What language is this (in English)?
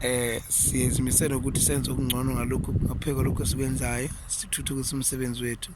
Zulu